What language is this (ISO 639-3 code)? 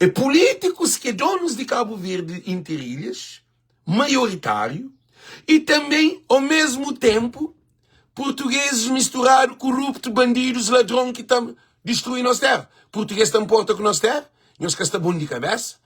kea